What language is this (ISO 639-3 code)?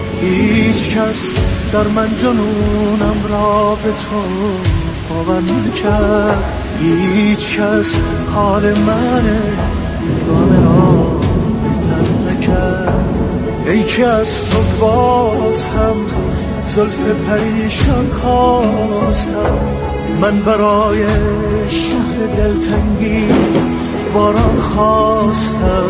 fas